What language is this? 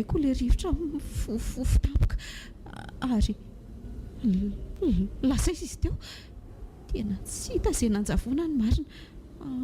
Malagasy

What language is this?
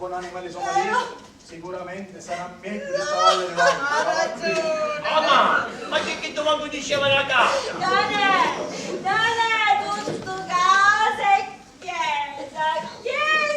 Sicilian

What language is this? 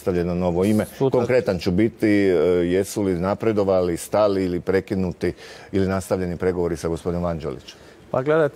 Croatian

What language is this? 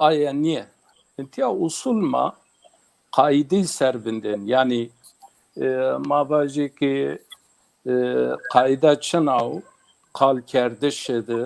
Zaza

